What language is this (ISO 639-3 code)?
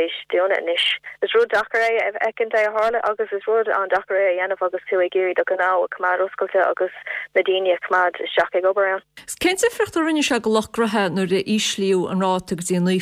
gle